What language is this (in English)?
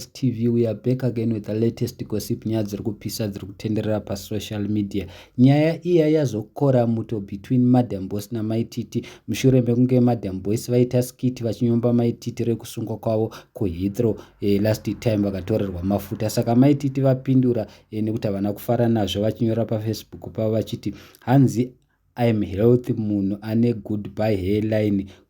Shona